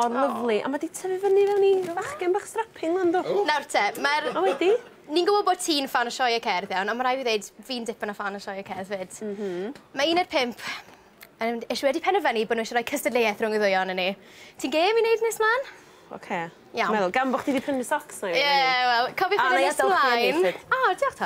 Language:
Welsh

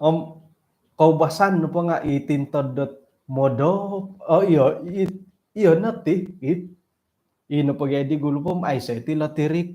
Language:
Central Dusun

